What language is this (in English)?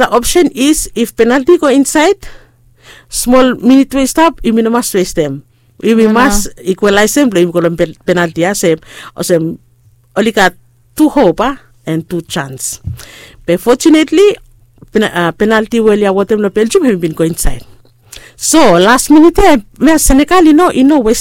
Bislama